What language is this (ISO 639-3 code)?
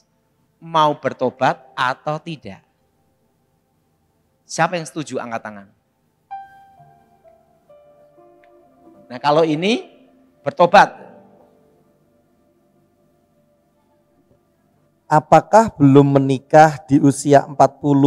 ind